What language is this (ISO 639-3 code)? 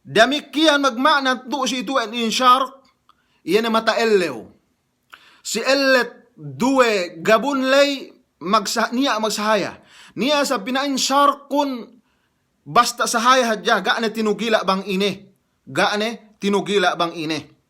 yka